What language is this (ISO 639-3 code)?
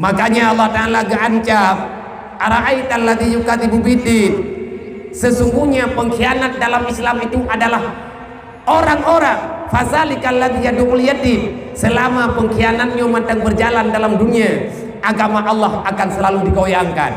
ace